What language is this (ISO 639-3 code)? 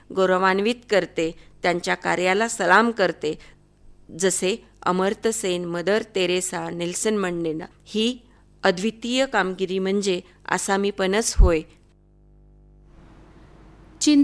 mar